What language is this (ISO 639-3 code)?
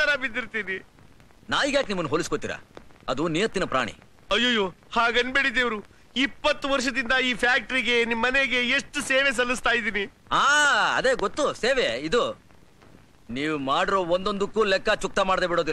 kan